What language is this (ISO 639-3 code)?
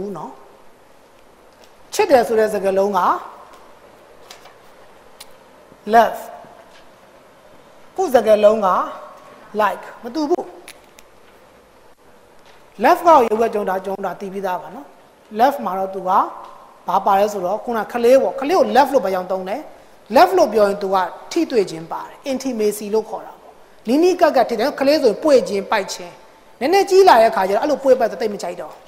mya